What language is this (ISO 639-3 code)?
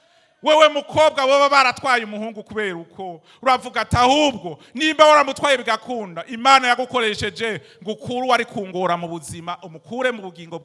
run